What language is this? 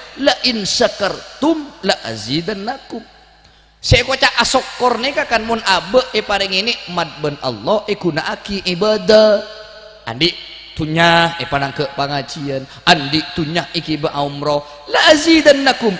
Madurese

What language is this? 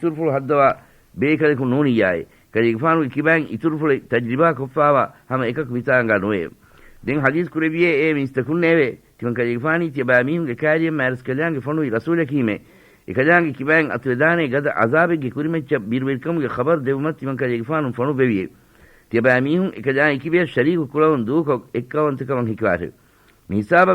Divehi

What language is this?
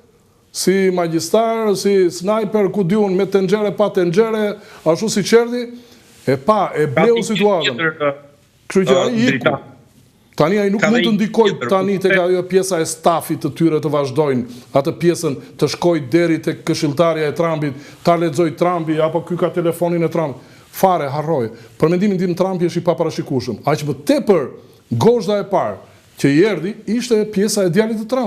Albanian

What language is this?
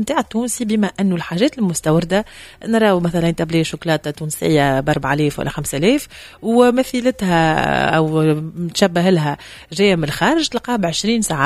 Tunisian Arabic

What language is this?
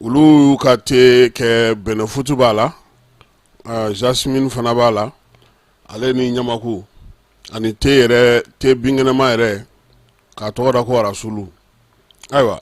Bambara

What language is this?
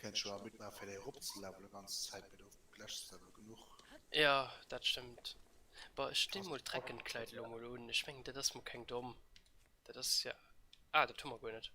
Luxembourgish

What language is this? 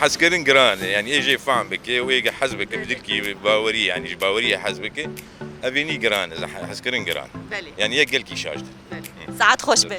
Kurdish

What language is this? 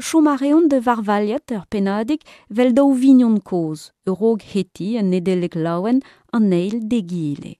Breton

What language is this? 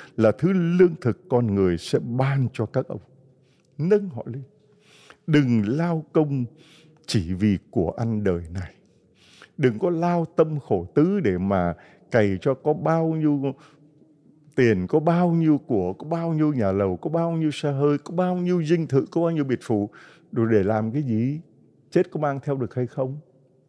Vietnamese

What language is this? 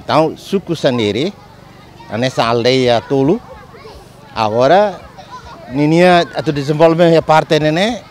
Tetum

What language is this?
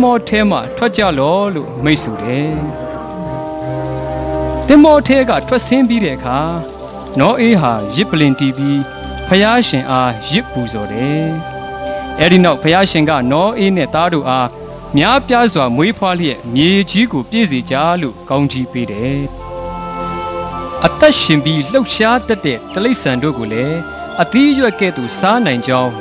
Burmese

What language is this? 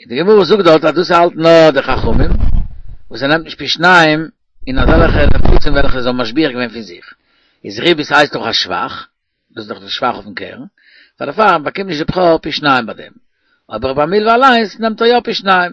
Yiddish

